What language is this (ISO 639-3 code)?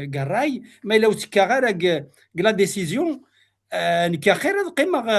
kab